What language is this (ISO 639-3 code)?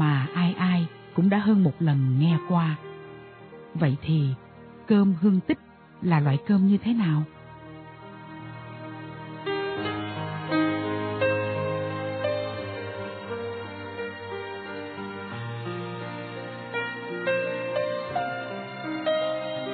vie